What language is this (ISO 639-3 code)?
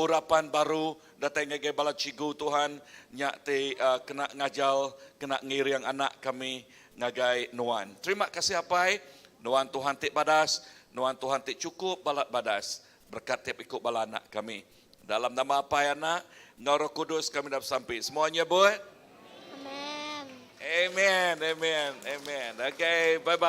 iba